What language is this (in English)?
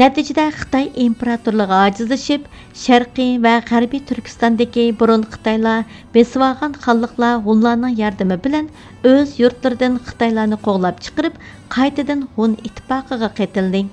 Uyghur